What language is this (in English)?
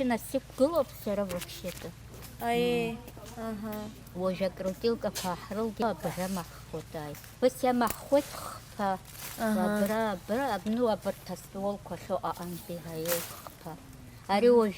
Abkhazian